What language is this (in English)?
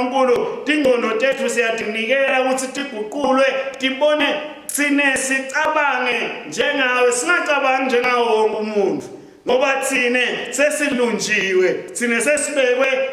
Swati